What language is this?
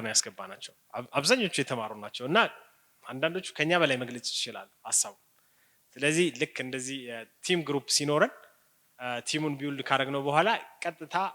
Amharic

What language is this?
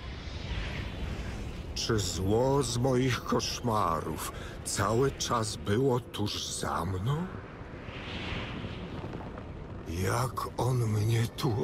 Polish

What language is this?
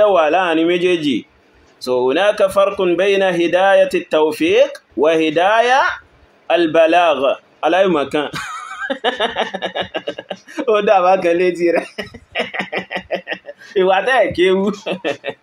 Yoruba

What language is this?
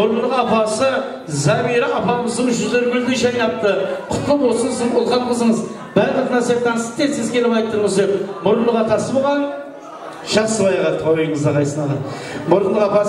Kara-Kalpak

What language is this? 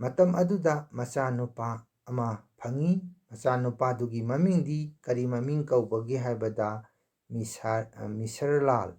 Manipuri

